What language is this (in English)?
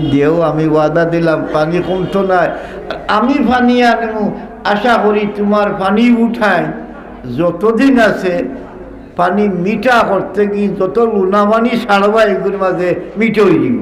Sylheti